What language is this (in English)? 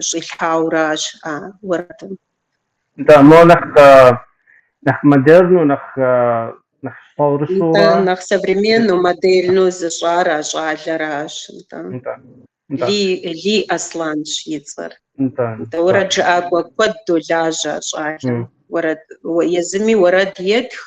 Kabardian